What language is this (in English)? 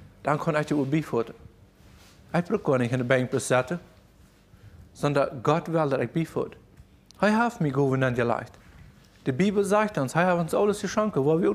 German